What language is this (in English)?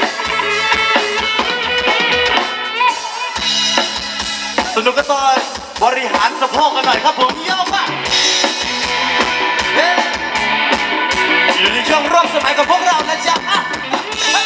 Thai